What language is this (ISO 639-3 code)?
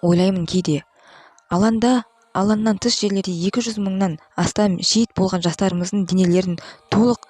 kaz